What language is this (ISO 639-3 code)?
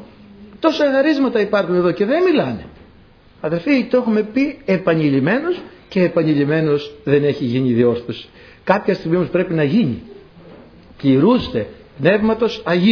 ell